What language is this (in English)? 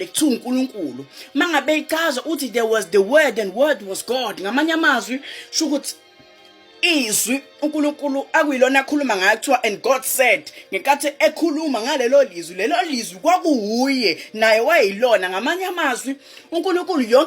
Zulu